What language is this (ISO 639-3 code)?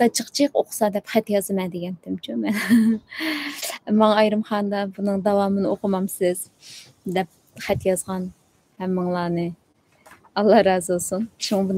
uig